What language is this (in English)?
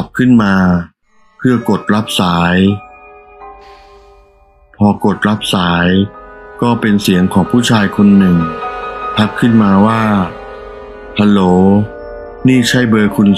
Thai